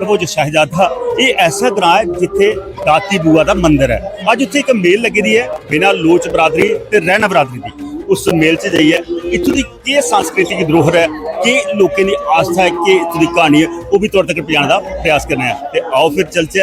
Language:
Dogri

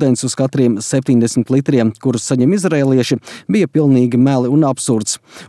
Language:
Latvian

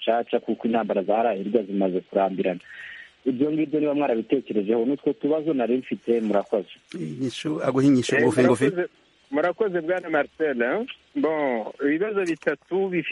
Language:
Kinyarwanda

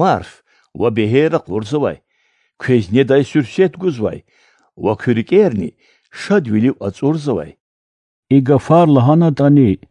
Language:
Lezghian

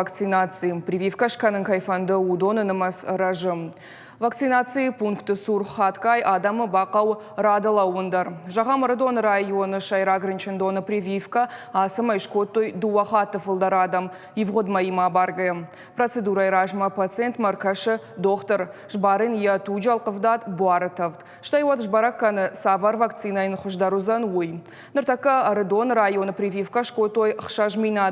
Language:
Ossetic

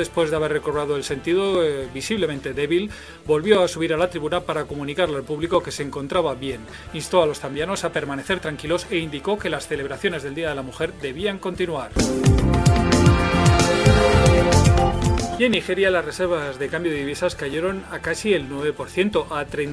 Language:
Spanish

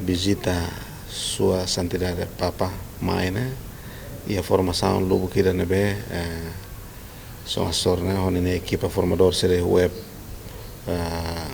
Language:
Tetum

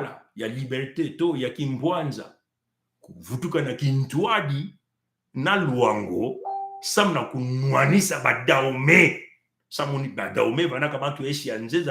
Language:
Kituba (Congo)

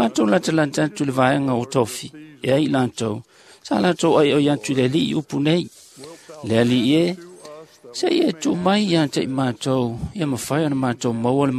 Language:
Samoan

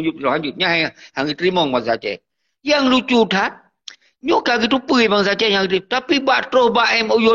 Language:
Achinese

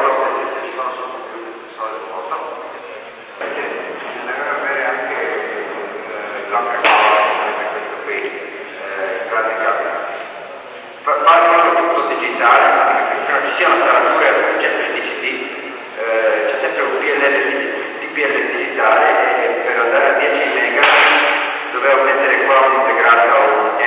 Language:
Italian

